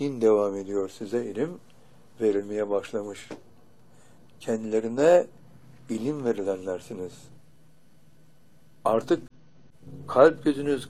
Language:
Turkish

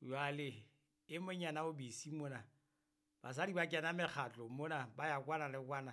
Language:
Southern Sotho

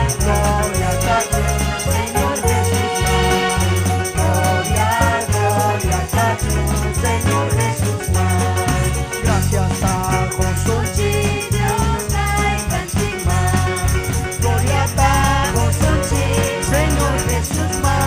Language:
Ayacucho Quechua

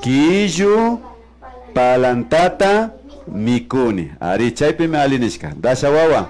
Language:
Imbabura Highland Quichua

